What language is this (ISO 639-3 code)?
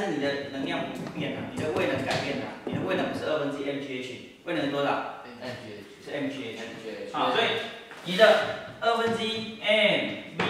zho